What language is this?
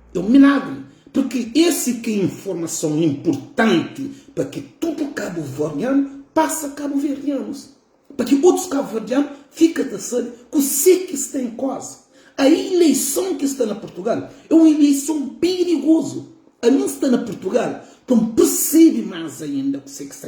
Kabuverdianu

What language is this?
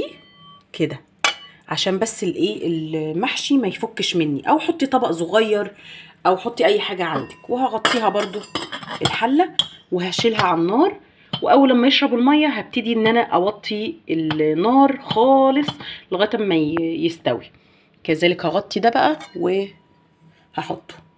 Egyptian Arabic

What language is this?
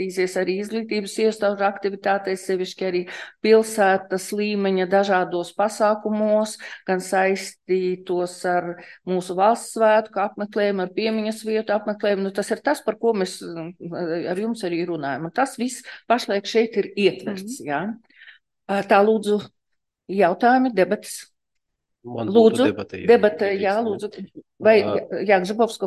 Latvian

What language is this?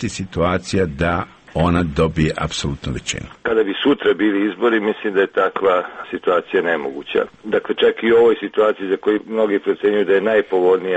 Serbian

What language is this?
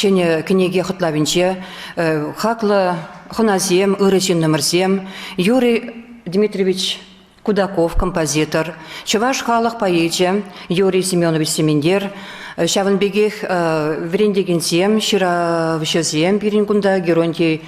Chuvash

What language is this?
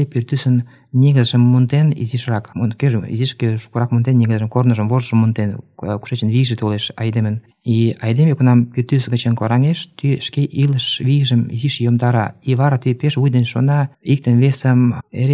Mari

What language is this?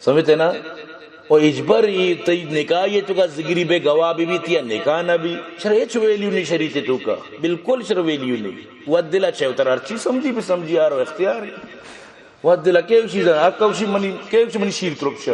Baluchi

